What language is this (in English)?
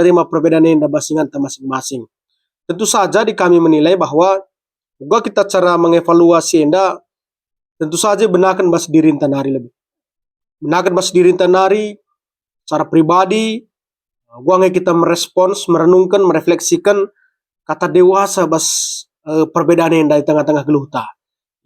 Batak Karo